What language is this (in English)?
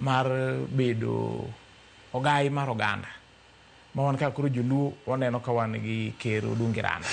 Luo (Kenya and Tanzania)